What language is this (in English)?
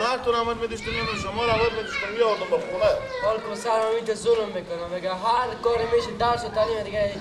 Persian